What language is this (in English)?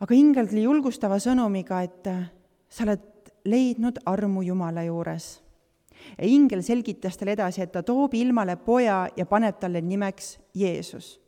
Estonian